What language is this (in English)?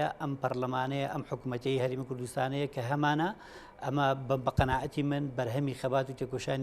Central Kurdish